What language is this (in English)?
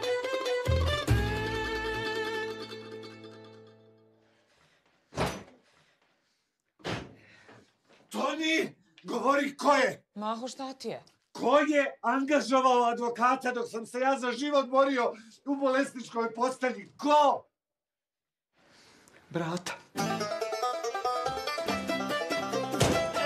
Bosnian